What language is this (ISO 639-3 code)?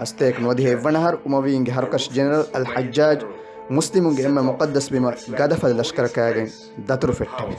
div